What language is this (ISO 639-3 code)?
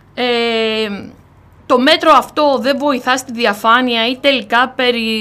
ell